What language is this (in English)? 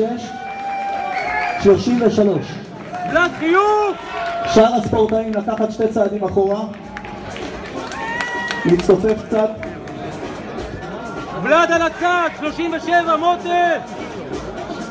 Hebrew